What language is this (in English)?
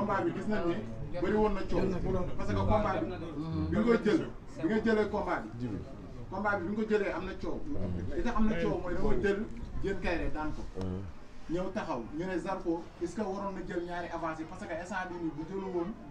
Wolof